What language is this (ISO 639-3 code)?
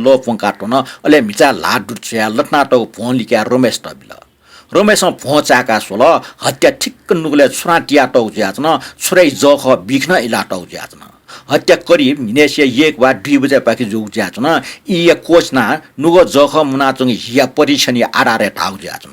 new